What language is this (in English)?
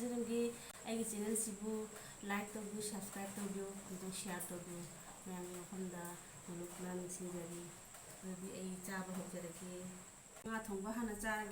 Manipuri